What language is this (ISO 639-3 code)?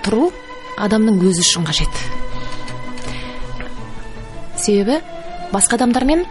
kaz